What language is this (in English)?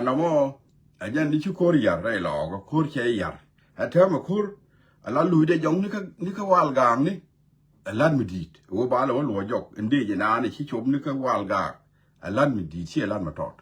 Nuer